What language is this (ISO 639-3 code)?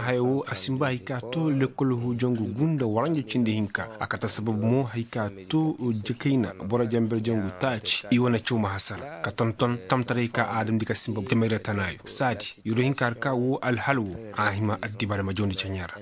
ses